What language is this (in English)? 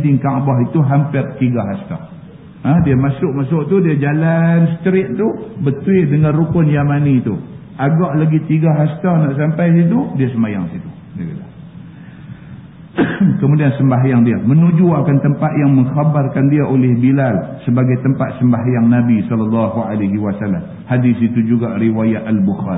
Malay